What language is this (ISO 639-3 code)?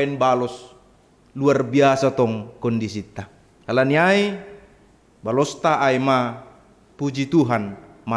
bts